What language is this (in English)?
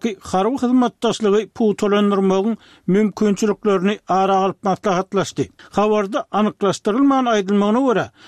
Turkmen